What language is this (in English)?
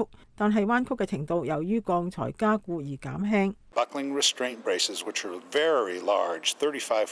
Cantonese